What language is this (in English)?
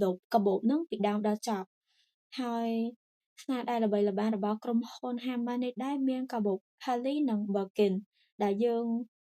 Khmer